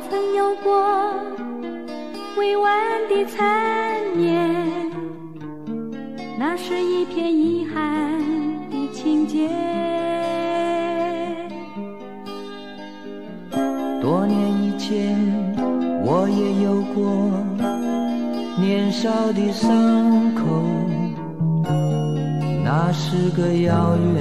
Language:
Chinese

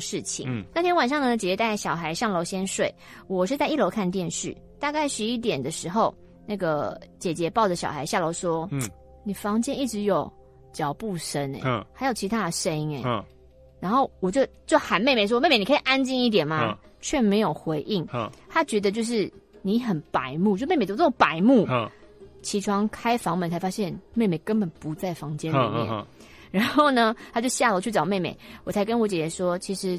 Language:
Chinese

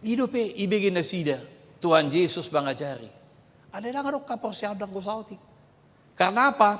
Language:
Batak Toba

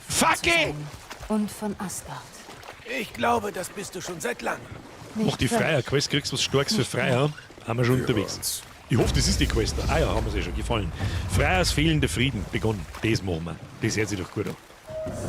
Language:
Bavarian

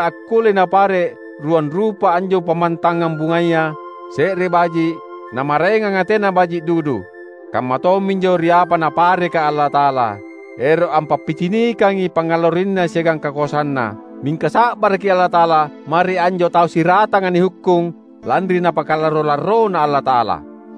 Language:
Makasar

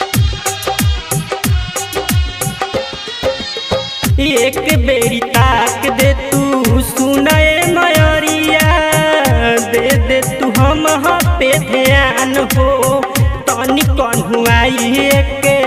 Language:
Bhojpuri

